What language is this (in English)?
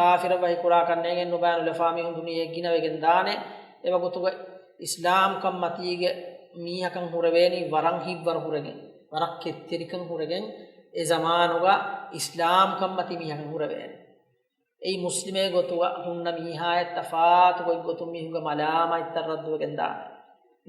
Divehi